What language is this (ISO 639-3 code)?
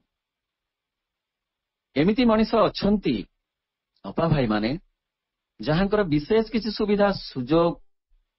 ori